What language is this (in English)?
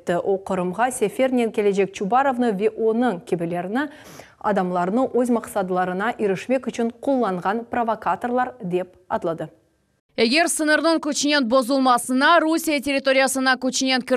Crimean Tatar